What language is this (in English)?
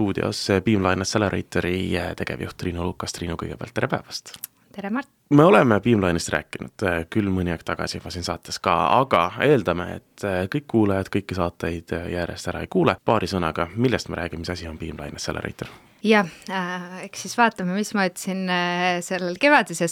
Estonian